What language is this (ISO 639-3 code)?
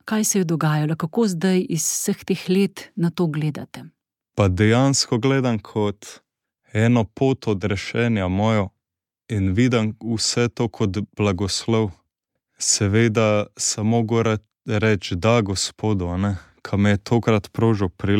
slv